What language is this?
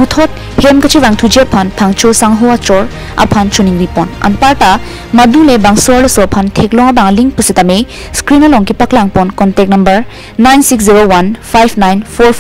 Karbi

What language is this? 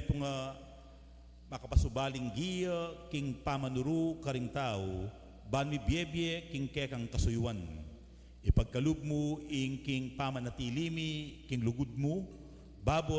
Pampanga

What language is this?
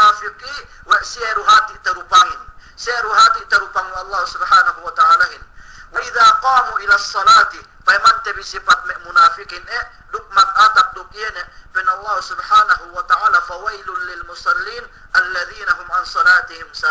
Yakan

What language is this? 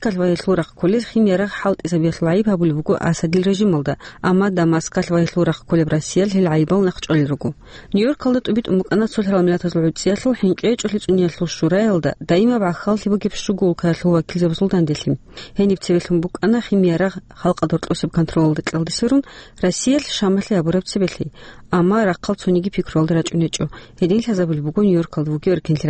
Avaric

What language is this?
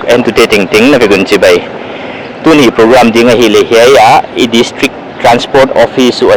Paite Chin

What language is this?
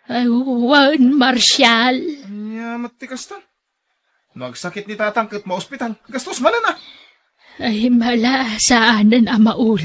Iloko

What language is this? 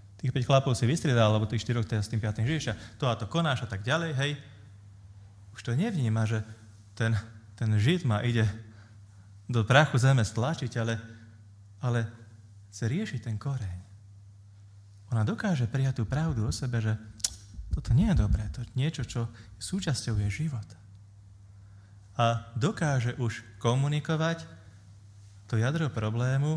Slovak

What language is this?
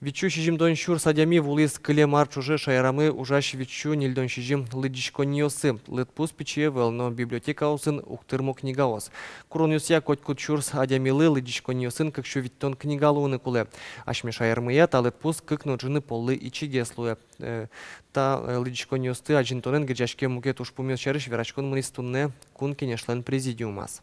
Udmurt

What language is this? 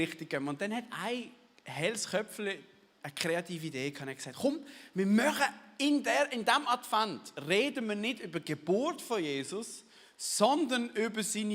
Swiss German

